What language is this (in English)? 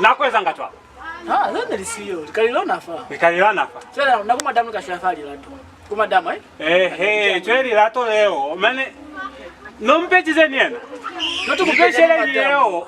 Lozi